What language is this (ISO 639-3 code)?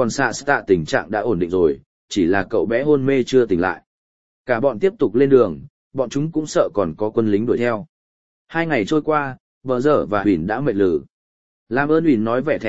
vie